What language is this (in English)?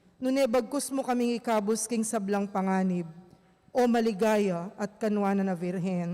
Pampanga